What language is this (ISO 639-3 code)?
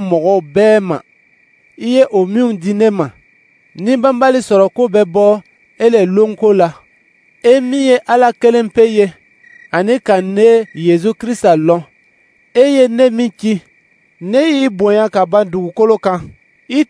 dyu